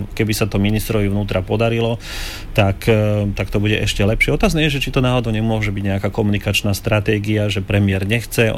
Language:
Slovak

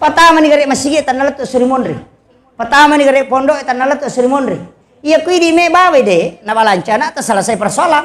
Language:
Buginese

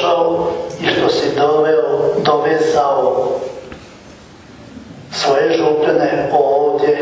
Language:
Croatian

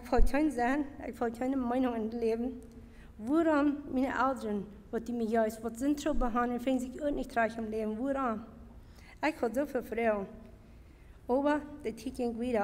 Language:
Plautdietsch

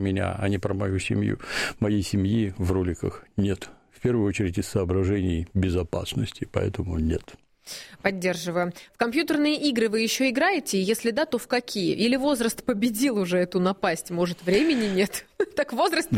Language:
Russian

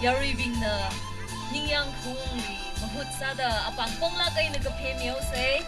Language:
Tangkhul Naga (India)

